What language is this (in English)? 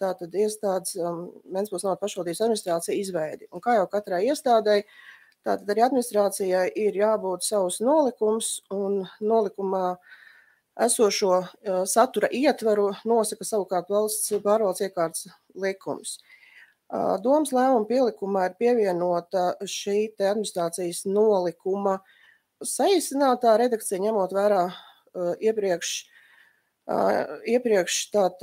Latvian